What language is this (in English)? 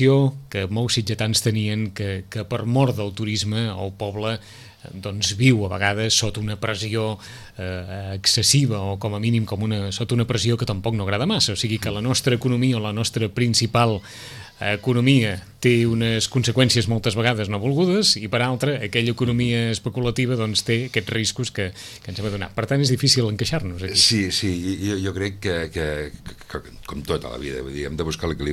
Catalan